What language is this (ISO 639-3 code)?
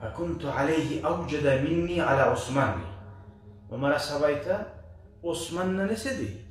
kum